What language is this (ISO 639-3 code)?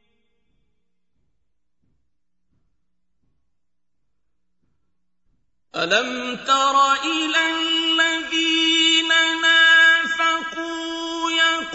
ara